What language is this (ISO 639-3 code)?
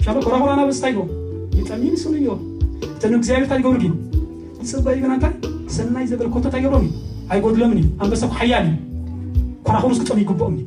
tir